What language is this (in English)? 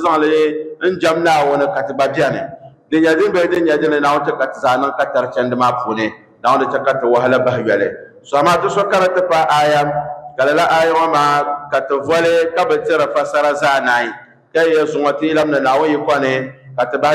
Dagbani